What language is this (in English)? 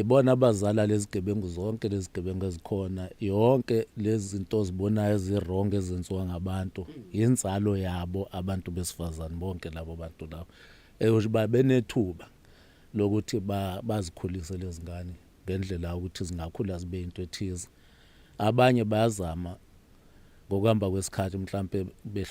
Zulu